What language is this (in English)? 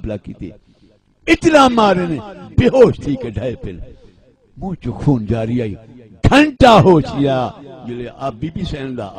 Saraiki